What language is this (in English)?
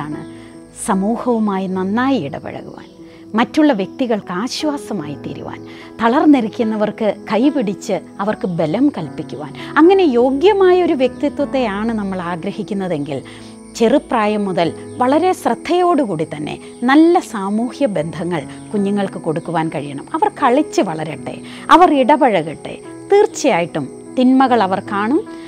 Malayalam